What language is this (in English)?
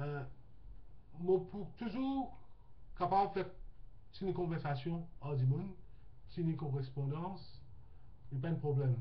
Morisyen